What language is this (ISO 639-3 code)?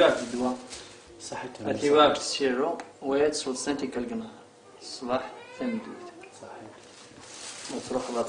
kab